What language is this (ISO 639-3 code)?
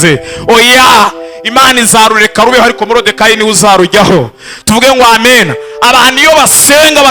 kin